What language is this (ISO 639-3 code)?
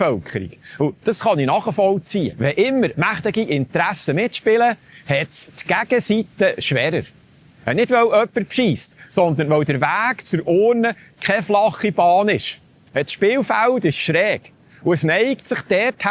gsw